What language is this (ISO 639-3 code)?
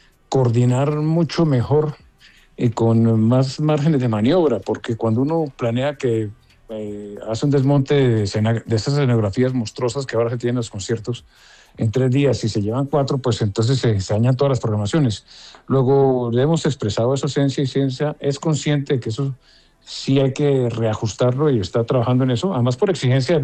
spa